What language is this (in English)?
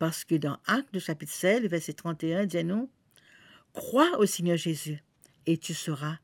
Morisyen